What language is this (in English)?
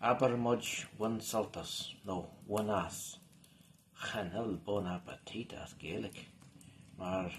Irish